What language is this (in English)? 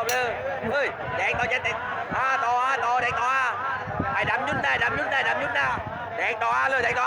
Lao